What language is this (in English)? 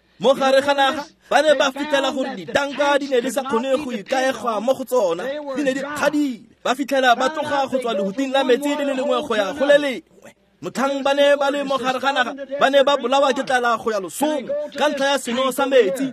Tswana